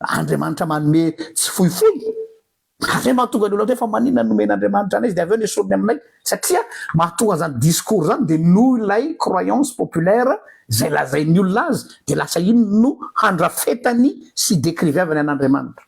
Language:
Malagasy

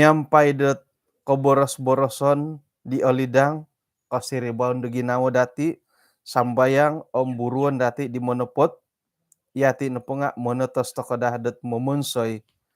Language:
Central Dusun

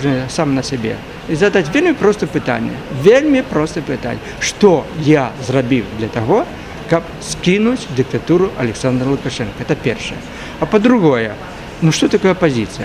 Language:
Belarusian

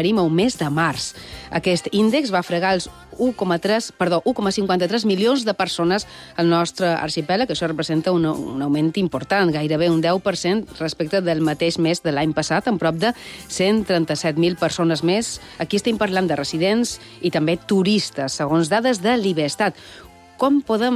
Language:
Catalan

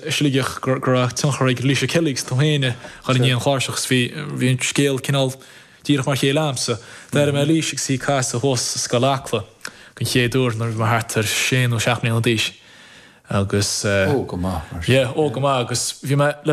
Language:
Irish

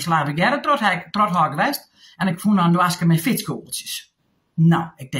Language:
Western Frisian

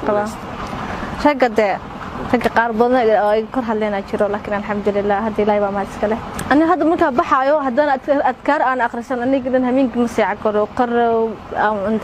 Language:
Somali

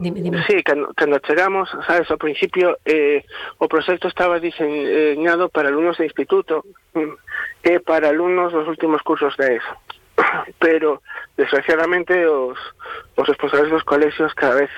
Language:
Galician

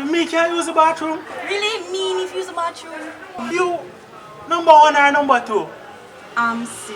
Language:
Jamaican Creole English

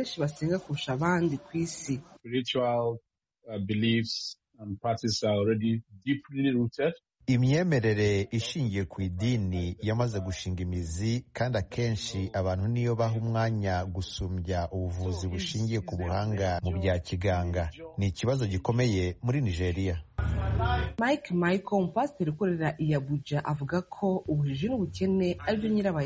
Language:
Kinyarwanda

